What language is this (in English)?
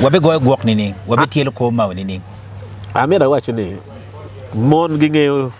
Acoli